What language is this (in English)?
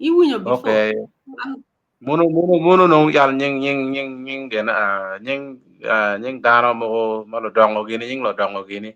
Acoli